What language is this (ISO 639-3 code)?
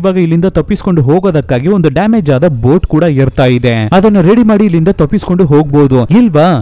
kan